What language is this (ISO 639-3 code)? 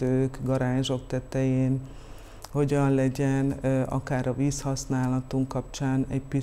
hun